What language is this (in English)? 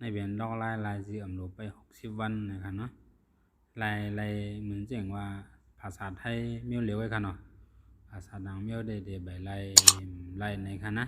Shan